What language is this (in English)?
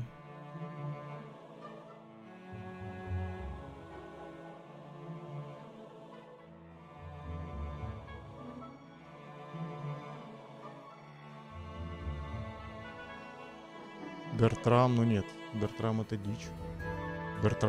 Russian